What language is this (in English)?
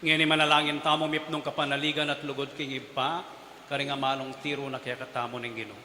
Pampanga